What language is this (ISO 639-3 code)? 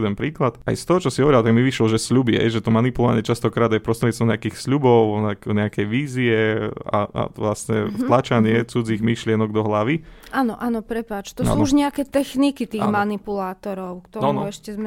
slk